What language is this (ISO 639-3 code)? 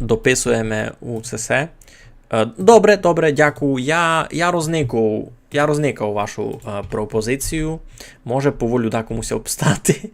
rue